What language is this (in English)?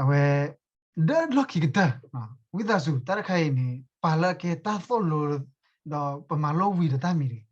S'gaw Karen